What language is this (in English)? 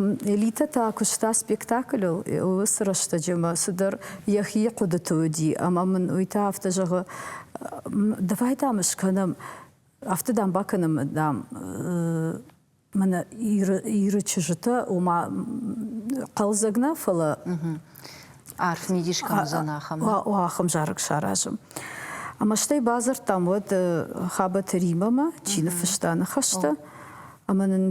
Ossetic